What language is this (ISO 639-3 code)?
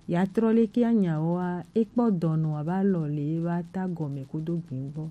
gej